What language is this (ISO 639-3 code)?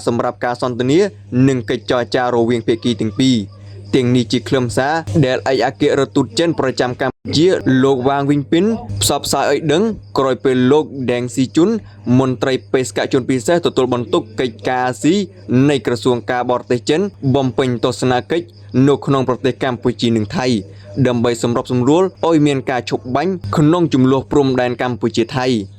khm